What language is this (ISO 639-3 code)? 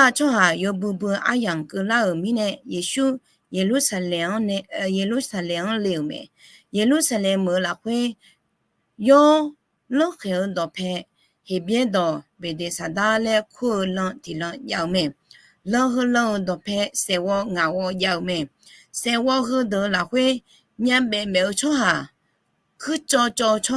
ahk